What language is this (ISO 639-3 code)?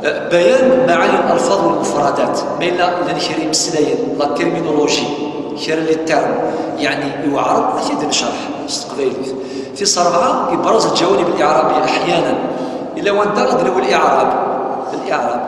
kab